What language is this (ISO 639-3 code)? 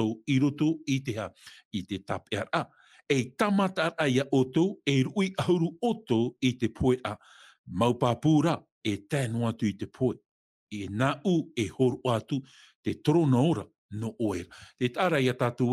tah